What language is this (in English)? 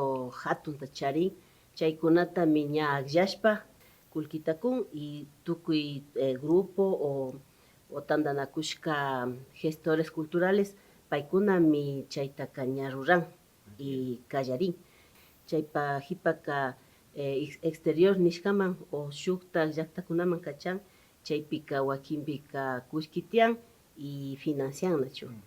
Imbabura Highland Quichua